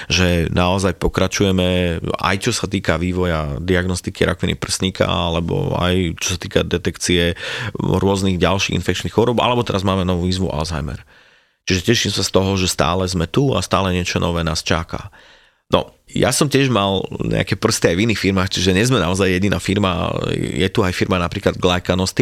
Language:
Slovak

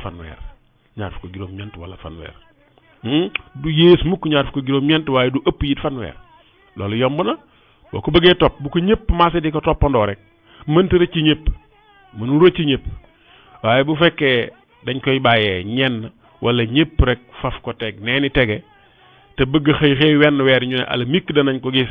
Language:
Wolof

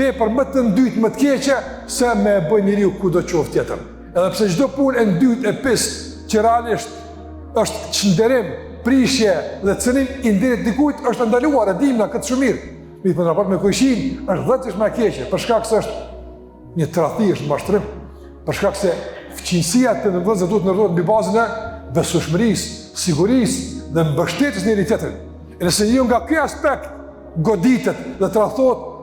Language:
Albanian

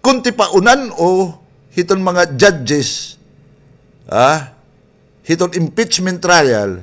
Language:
Waray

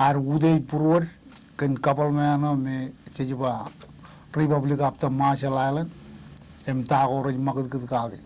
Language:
Marshallese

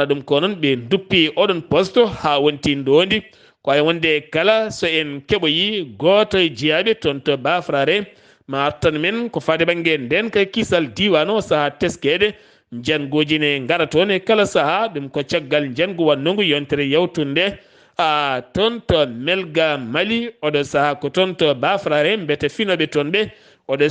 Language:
Fula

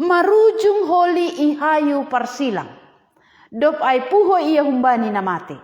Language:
Batak Simalungun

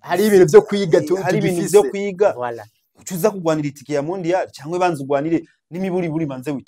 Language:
Rundi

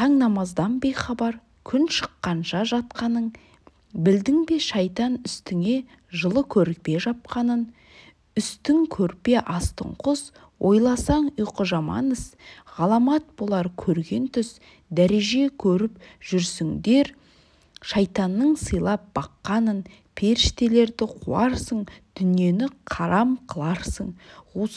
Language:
Kazakh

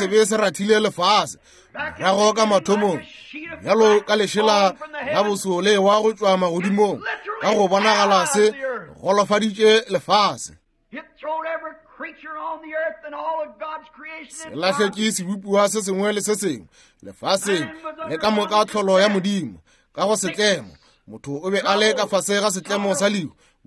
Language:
Northern Sotho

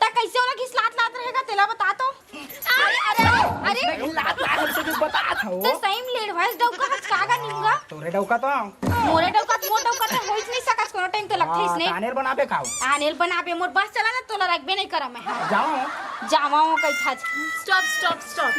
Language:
Chhattisgarhi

